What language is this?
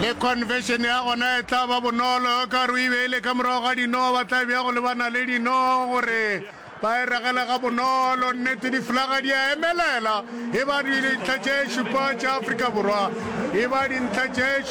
Northern Sotho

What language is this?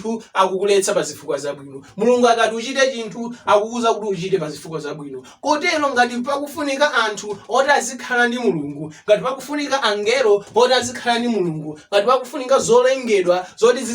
Nyanja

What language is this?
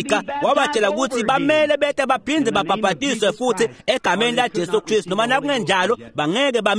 Swati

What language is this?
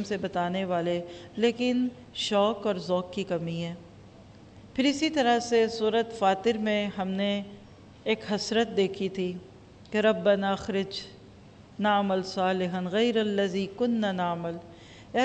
Urdu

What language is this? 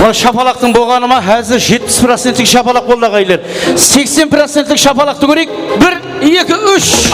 Kara-Kalpak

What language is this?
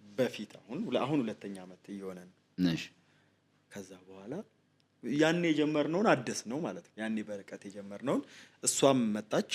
Amharic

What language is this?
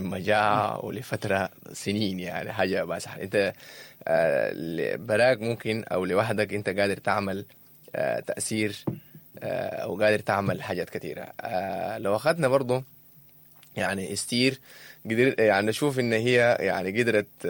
Sudanese Arabic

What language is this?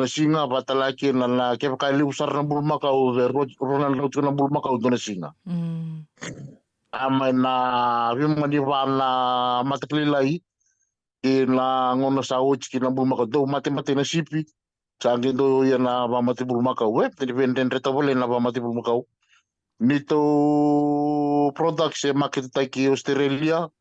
Fijian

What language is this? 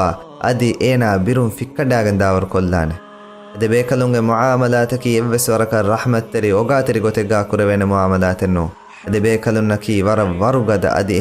Divehi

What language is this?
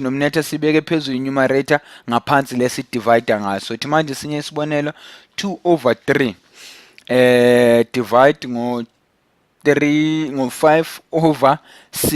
Zulu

